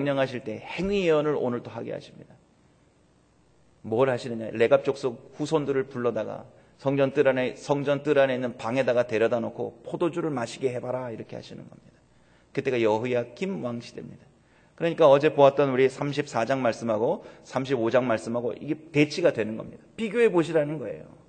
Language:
Korean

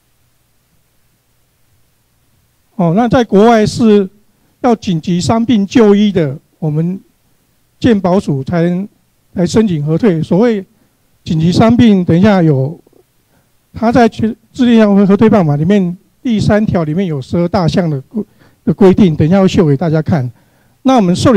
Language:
Chinese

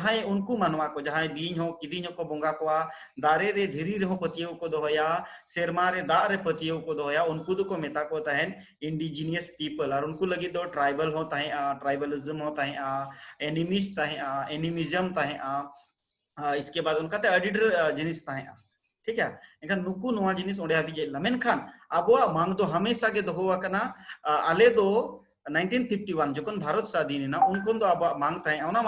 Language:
Santali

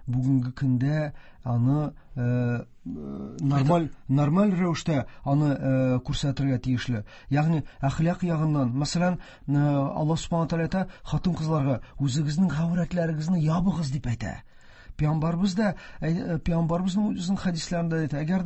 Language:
Tatar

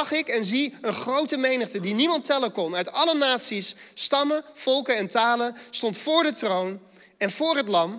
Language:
Dutch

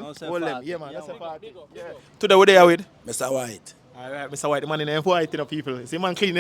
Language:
Jamaican Creole English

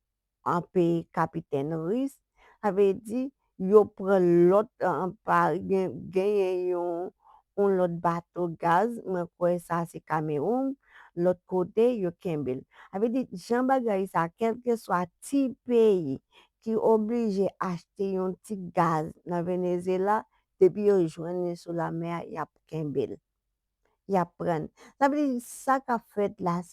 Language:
Haitian Creole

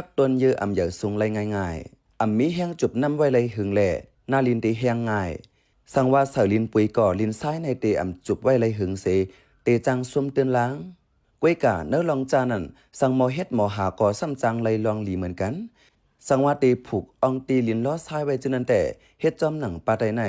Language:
Shan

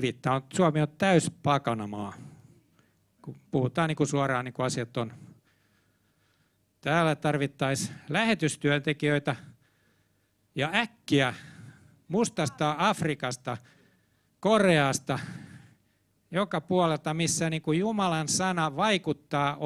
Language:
Finnish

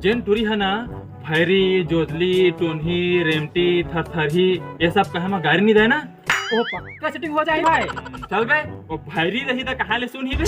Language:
Chhattisgarhi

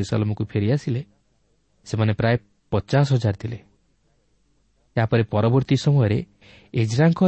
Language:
Odia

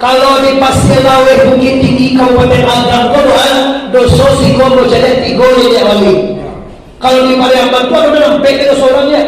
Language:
Minangkabau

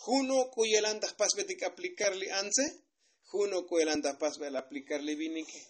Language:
Tzotzil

